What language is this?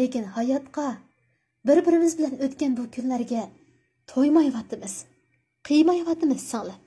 Uyghur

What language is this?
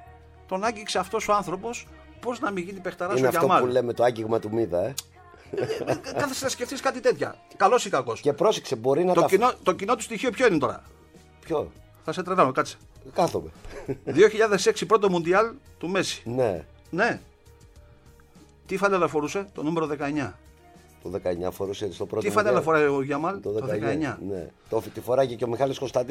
Greek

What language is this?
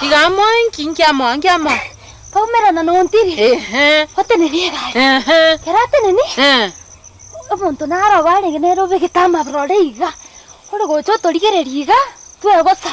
Gusii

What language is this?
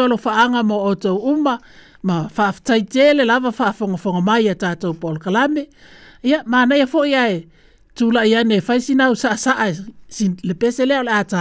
Samoan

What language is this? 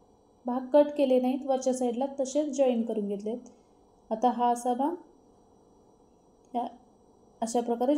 Marathi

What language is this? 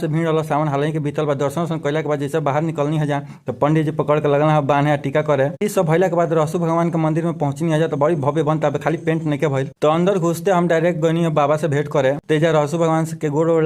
Bhojpuri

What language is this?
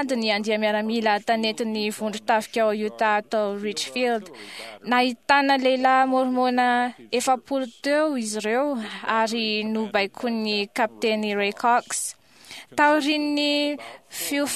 Malagasy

